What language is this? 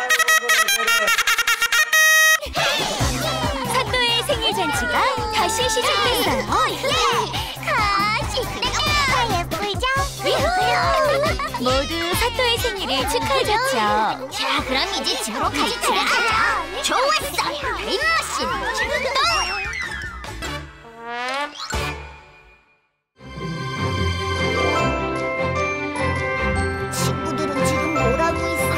Korean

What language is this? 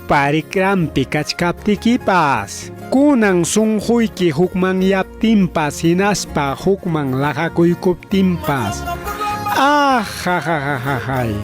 Ayacucho Quechua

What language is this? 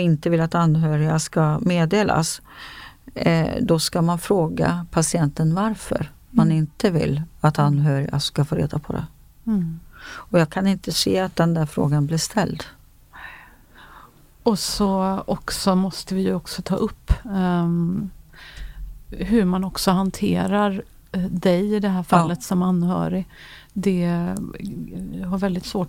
Swedish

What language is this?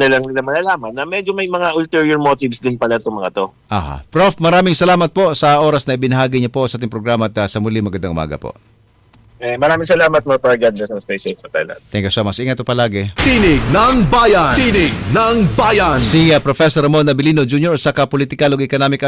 Filipino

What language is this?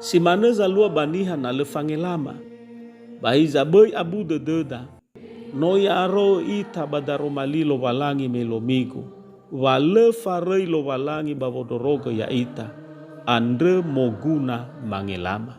Nias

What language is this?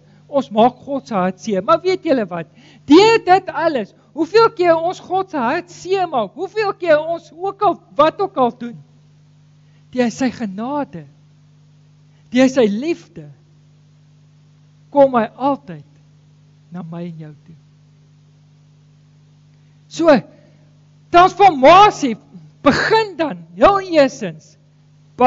Afrikaans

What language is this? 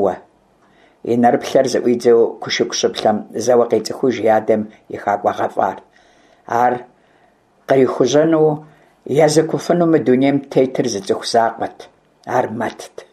Kabardian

